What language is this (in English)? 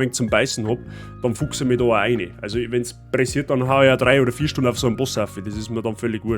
Bavarian